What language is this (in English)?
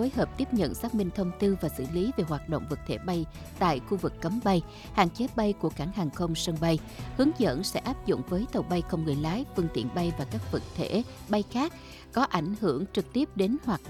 Vietnamese